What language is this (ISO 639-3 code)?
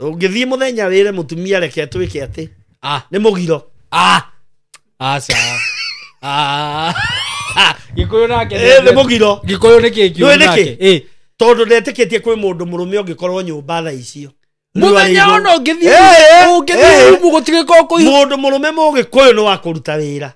kik